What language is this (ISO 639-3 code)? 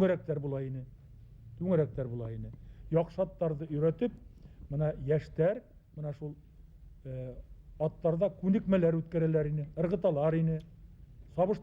bak